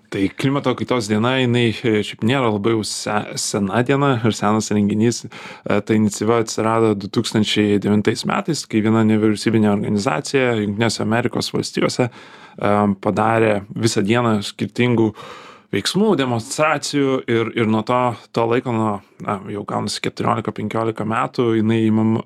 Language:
Lithuanian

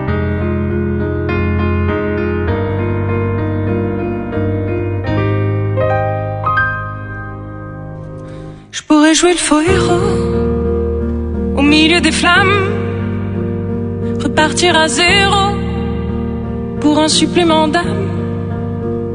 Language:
French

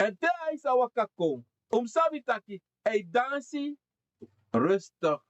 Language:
Sranan Tongo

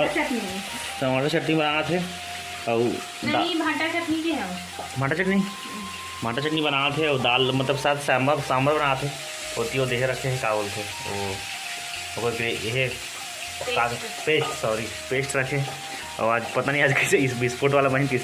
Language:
Chhattisgarhi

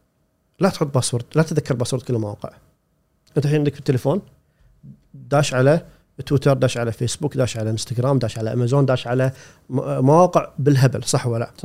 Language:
Gulf Arabic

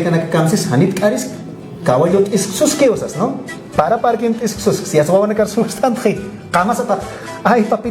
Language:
Aymara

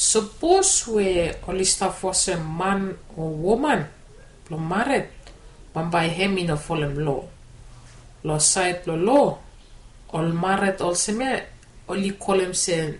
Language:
Bislama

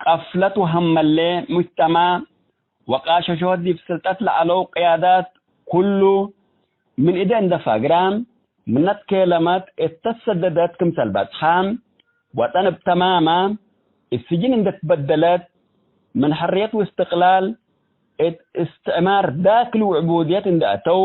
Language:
Tigre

